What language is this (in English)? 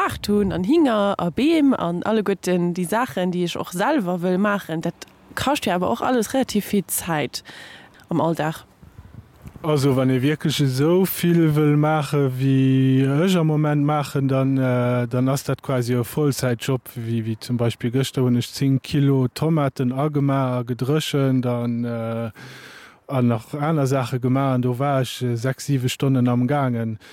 Luxembourgish